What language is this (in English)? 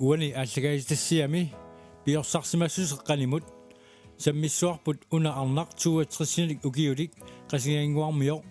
Kalaallisut